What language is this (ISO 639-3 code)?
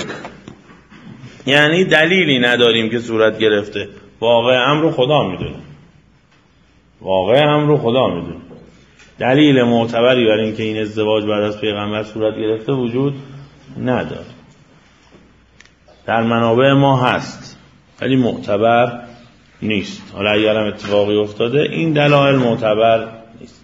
fas